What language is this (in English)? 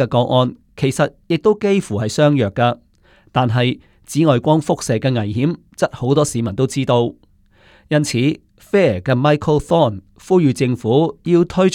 Cantonese